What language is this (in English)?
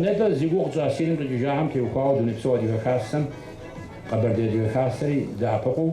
Kabardian